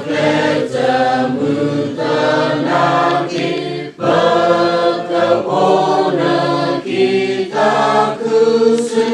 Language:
S'gaw Karen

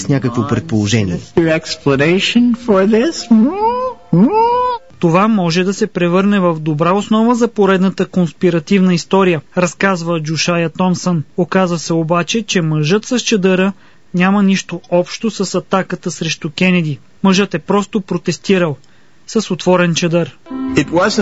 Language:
Bulgarian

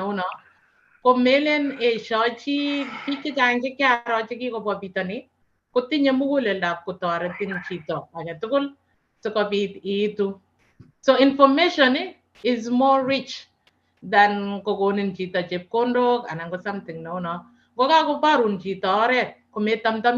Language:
Kalenjin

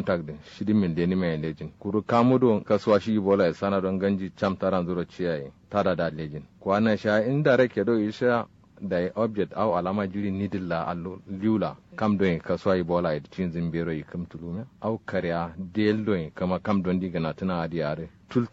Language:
Kanuri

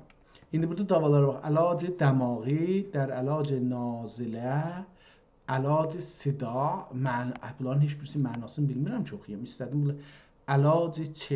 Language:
South Azerbaijani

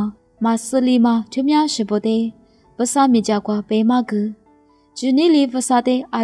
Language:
Lisu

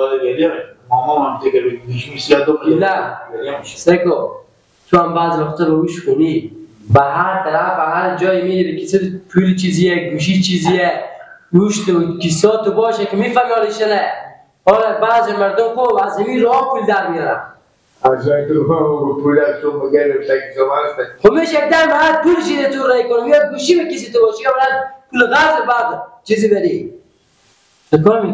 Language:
Persian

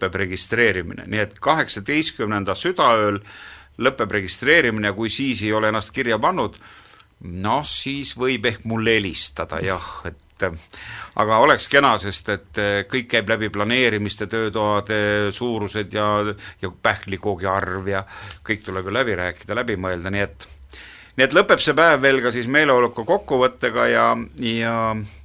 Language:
Estonian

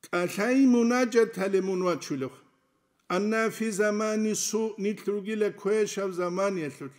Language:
Avaric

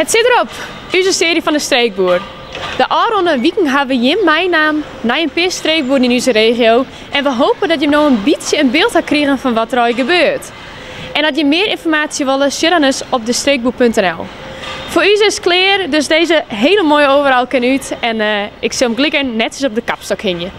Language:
Western Frisian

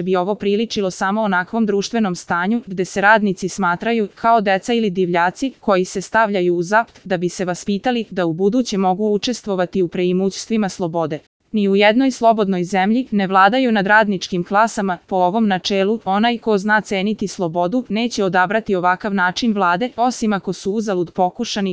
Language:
Serbian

